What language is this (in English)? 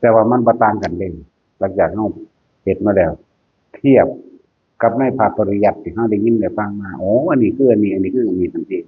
Northeastern Thai